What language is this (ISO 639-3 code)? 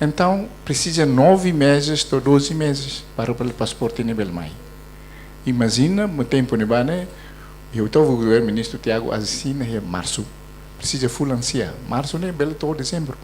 tet